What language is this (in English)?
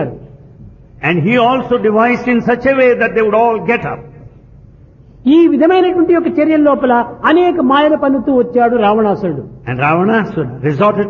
Telugu